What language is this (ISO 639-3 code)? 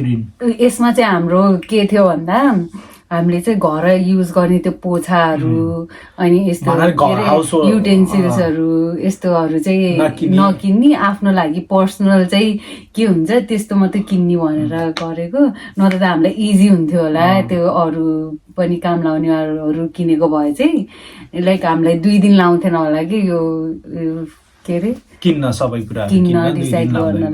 nep